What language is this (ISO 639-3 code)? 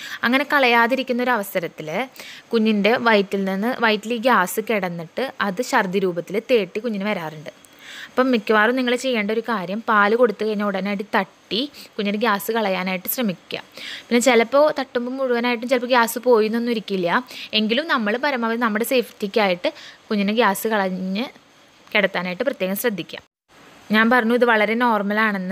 mal